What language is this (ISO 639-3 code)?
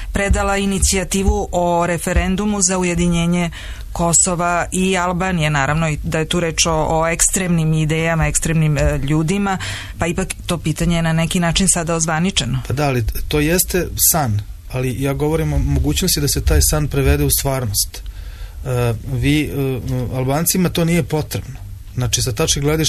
srp